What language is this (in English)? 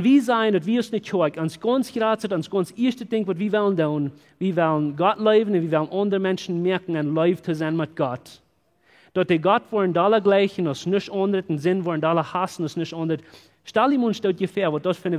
Plautdietsch